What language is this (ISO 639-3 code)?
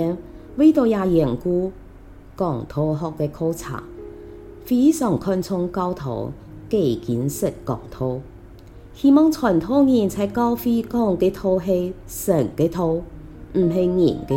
hak